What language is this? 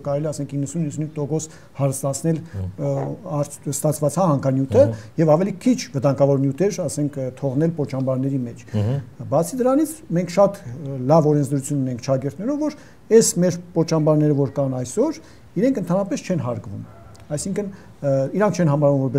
Armenian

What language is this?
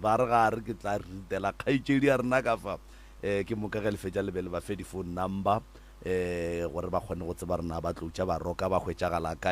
Northern Sotho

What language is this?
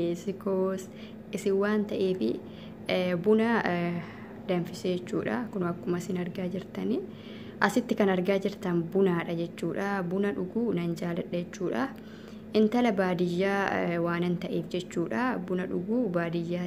Oromo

